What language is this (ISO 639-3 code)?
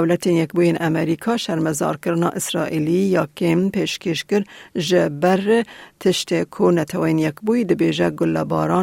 kur